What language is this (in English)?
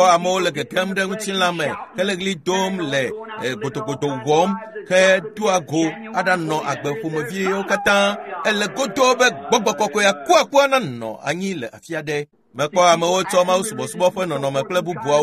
Ewe